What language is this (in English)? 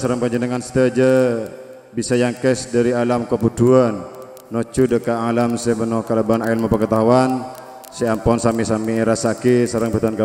Madurese